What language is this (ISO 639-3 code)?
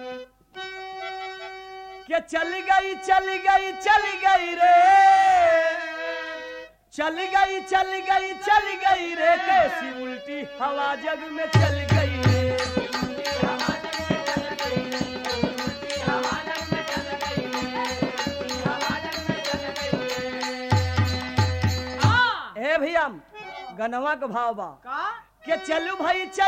bho